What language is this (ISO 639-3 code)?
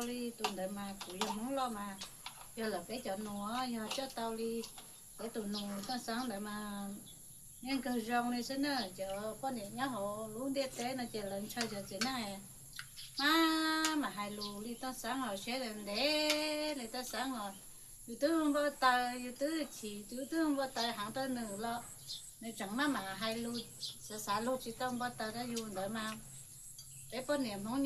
hmn